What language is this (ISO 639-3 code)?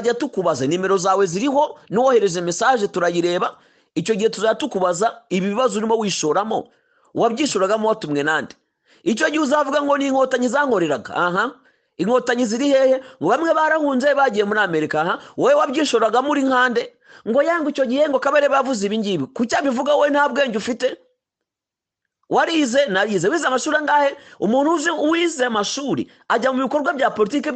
kin